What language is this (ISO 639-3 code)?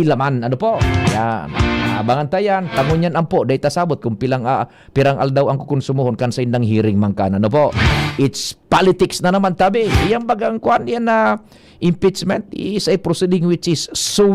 bik